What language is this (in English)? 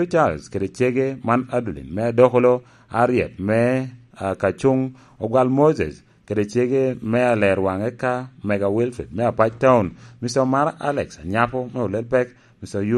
Lango (Uganda)